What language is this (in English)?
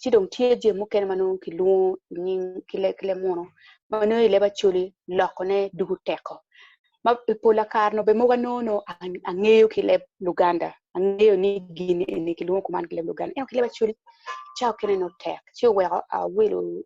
Acoli